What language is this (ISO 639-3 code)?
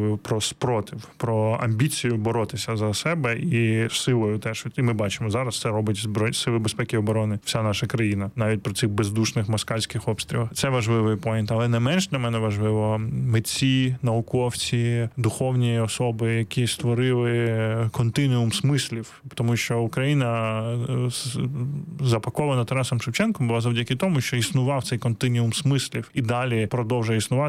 ukr